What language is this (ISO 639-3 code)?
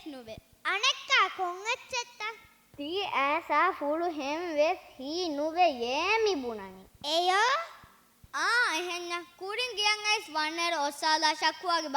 div